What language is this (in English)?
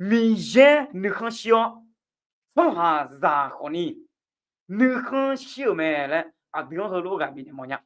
Akha